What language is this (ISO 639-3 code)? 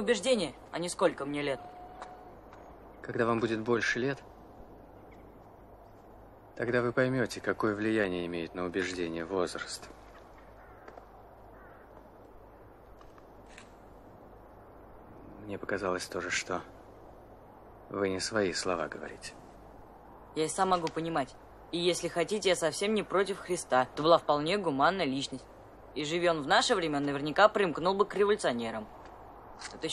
rus